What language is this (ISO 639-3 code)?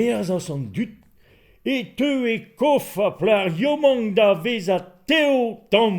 bre